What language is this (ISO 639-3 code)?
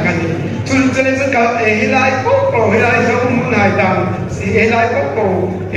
hmr